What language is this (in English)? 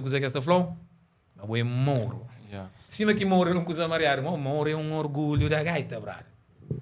Kabuverdianu